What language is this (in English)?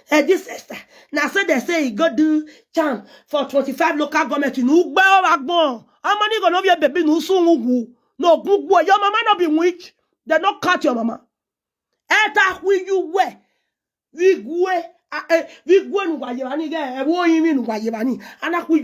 Nigerian Pidgin